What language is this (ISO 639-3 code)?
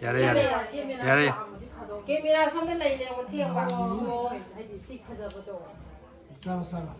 mni